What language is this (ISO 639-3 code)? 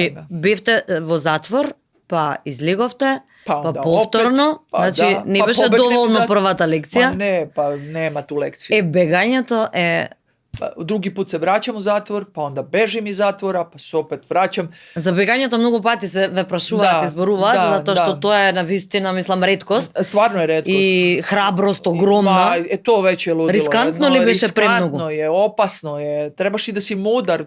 mkd